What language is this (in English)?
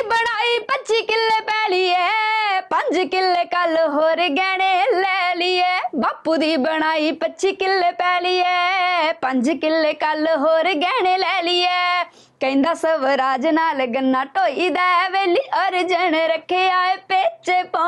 Punjabi